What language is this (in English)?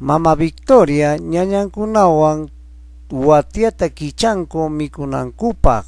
Ayacucho Quechua